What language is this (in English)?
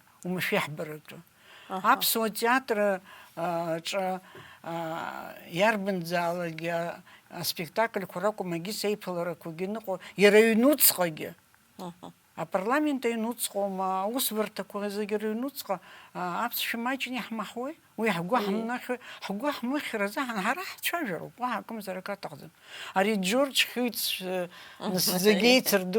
Abkhazian